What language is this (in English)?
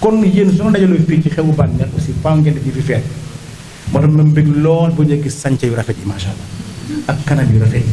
Wolof